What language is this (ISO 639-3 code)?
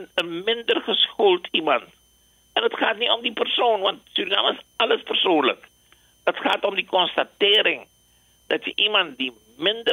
nld